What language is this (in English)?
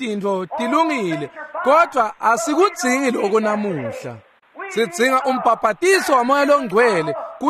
Swati